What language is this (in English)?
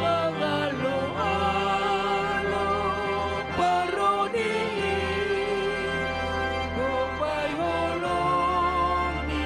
Batak Simalungun